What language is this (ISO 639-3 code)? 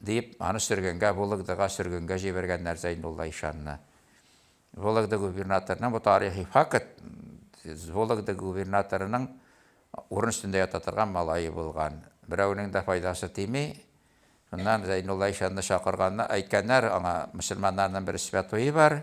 tat